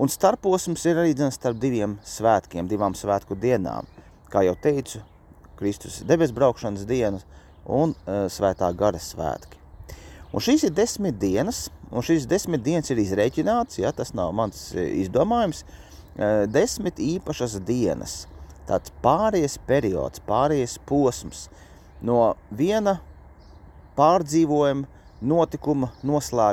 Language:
Latvian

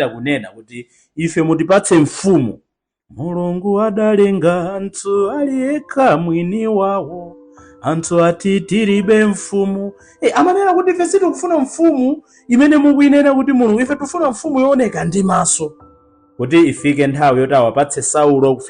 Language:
Nyanja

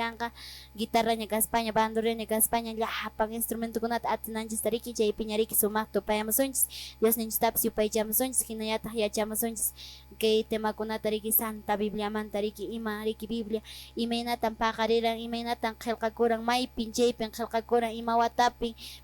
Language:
Quechua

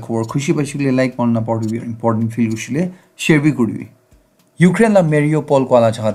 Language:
Naga Pidgin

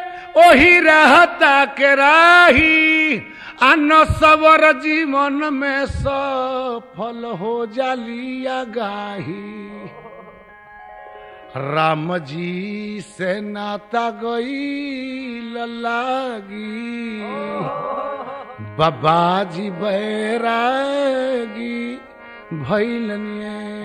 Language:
Bhojpuri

